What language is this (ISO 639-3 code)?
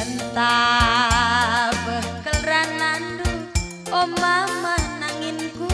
btx